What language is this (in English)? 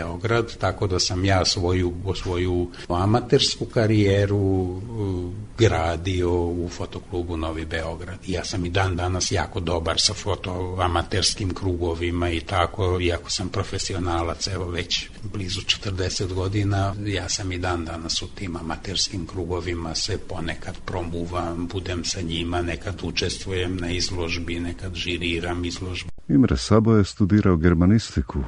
Serbian